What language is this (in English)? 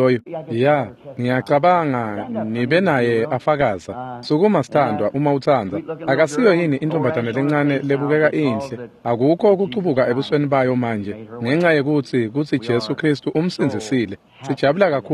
Swati